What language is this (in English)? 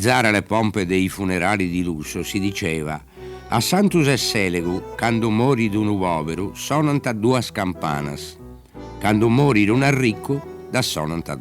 Sardinian